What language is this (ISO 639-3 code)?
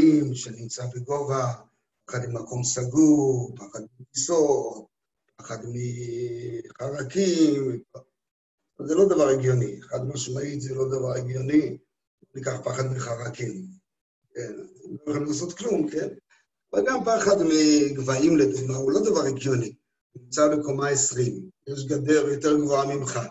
heb